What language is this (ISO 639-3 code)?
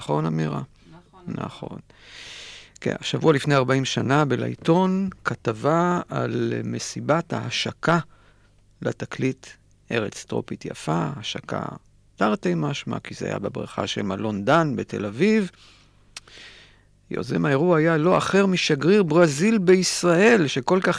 heb